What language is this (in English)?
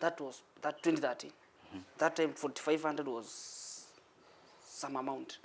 Kamba